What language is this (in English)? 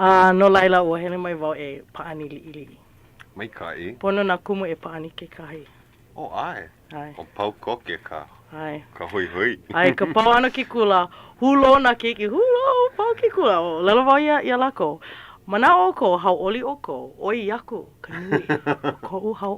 Hawaiian